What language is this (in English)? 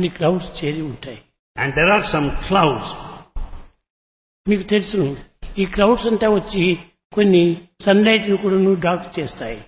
Telugu